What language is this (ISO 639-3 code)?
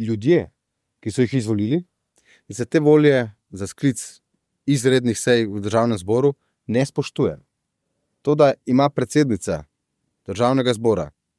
slv